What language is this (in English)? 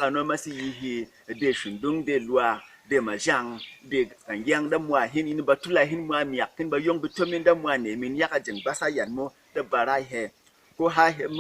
Berom